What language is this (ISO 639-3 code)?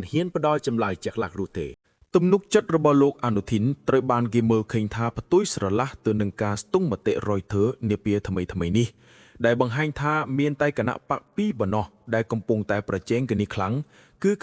khm